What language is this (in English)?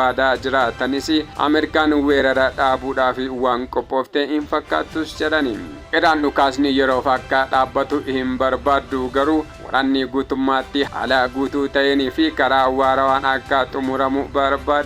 Oromo